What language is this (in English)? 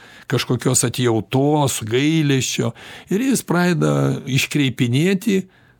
Lithuanian